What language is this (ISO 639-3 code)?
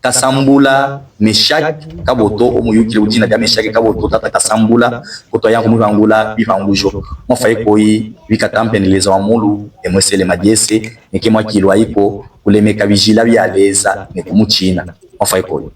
lub